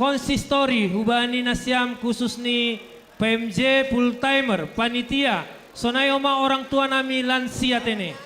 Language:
Batak Simalungun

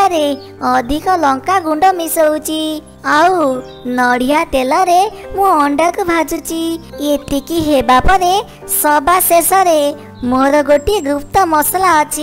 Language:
Odia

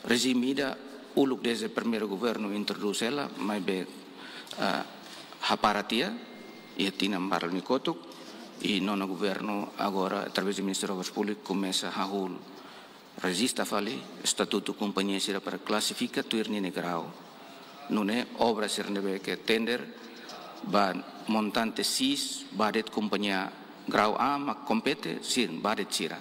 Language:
Tetum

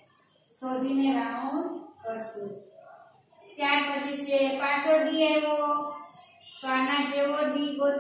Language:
Gujarati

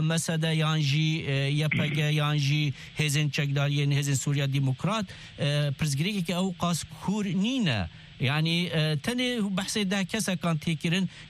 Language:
Kurdish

